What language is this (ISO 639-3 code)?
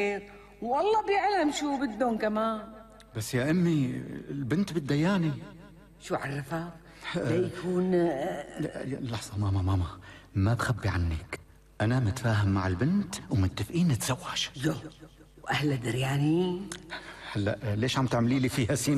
apc